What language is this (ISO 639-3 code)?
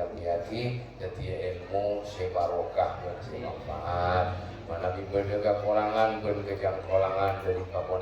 mad